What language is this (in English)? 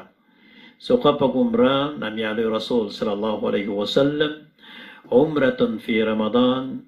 Maranao